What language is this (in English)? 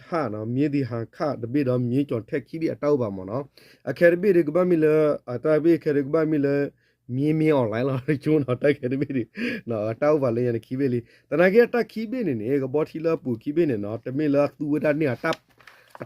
S'gaw Karen